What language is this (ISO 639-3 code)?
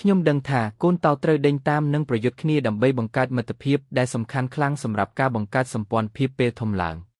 khm